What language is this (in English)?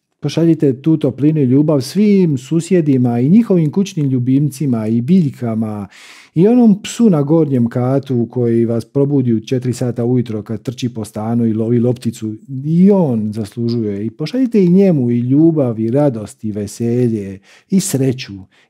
Croatian